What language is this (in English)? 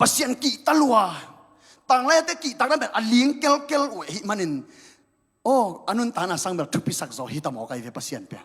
Tedim Chin